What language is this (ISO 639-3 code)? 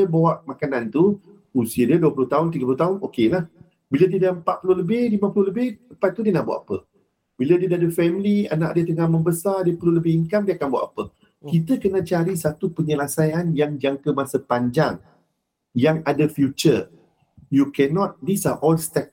msa